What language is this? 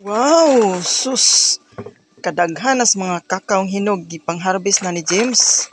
Cebuano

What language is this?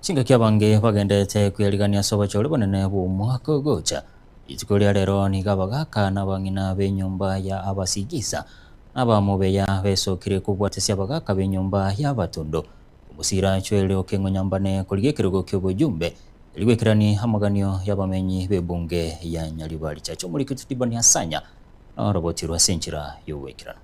Gusii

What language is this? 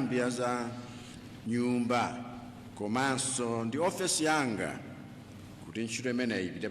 Nyanja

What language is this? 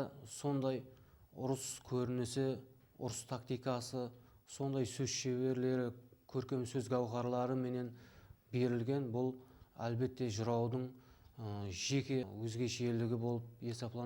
Kara-Kalpak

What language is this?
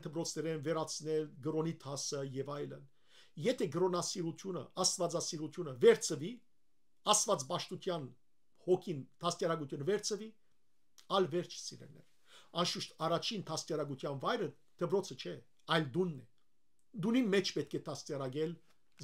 Western Armenian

